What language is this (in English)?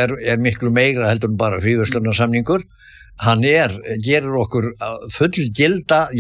Icelandic